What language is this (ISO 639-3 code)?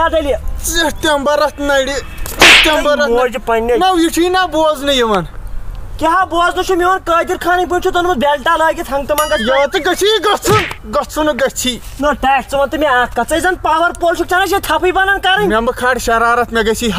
kas